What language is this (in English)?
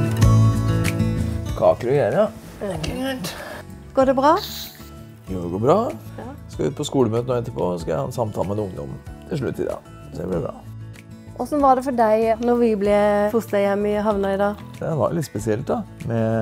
Norwegian